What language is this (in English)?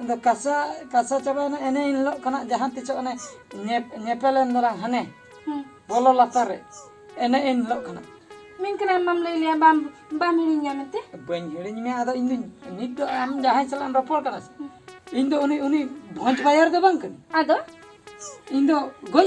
Santali